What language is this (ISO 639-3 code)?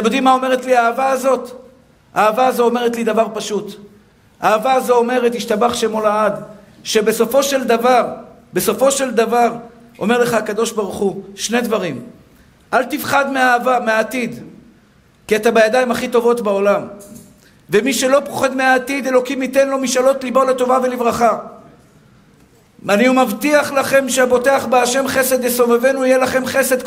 heb